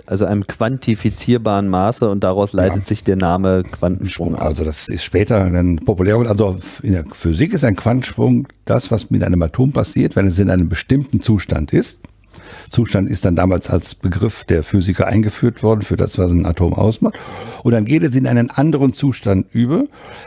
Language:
German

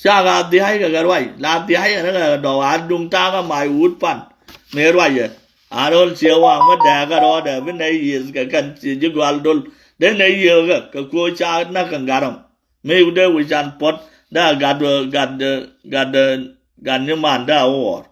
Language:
Nuer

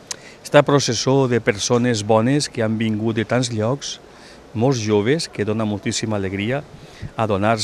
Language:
Catalan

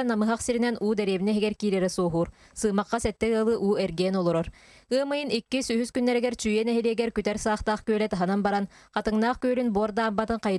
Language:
Yakut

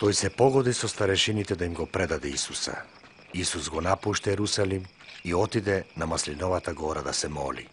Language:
Macedonian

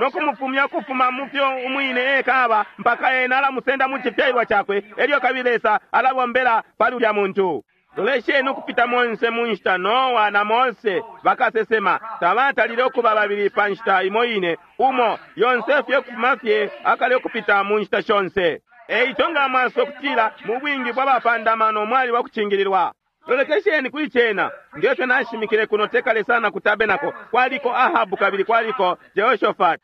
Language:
Bemba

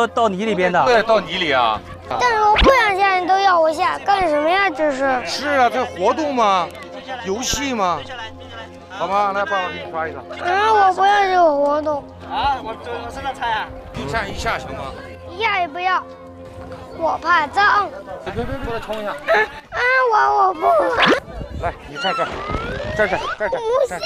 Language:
Chinese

